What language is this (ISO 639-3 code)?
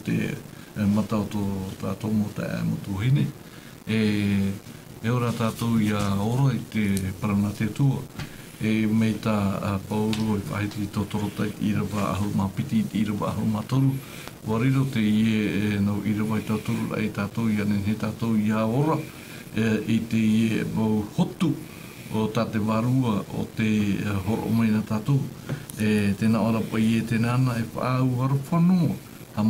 tah